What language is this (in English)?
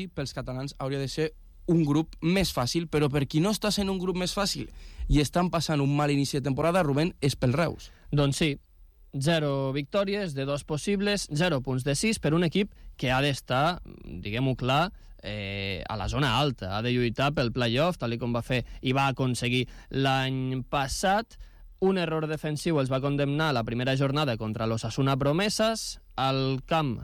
Catalan